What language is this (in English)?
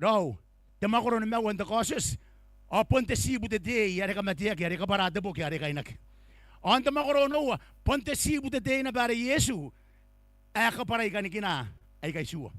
Gilbertese